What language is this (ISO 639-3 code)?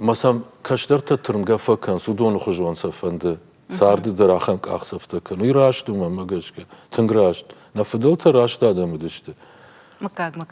oss